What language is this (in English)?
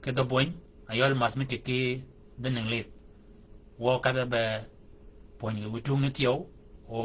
Shilluk